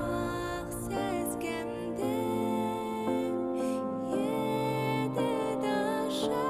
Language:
Bashkir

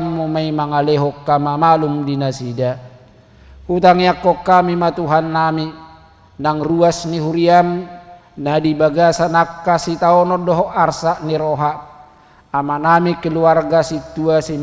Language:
Batak Toba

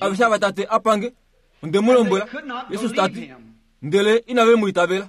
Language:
Kuanyama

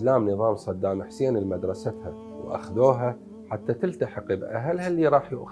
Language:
Mesopotamian Arabic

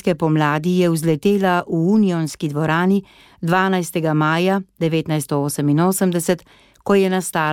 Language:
Slovenian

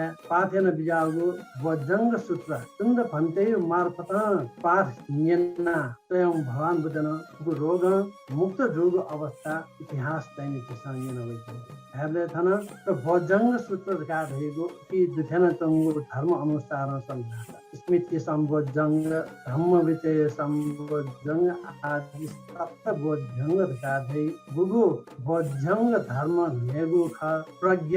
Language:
Newari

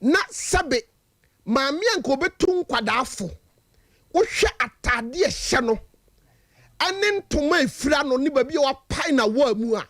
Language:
Akan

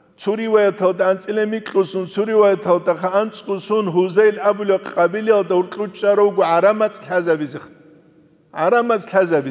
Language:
Avaric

